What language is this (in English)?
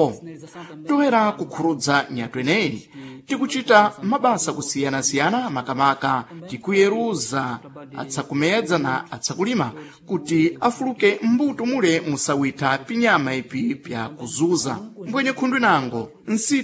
Sena